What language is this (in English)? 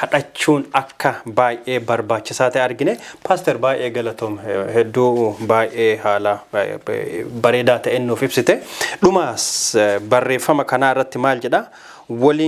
Oromo